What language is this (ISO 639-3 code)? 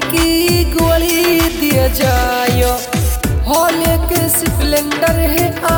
bho